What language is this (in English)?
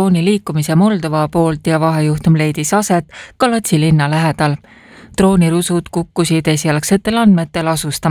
Estonian